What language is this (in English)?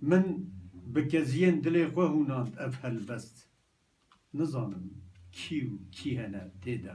Kurdish